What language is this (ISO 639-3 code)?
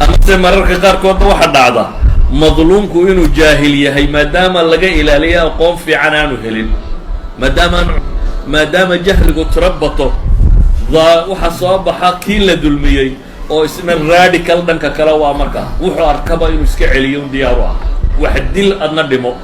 som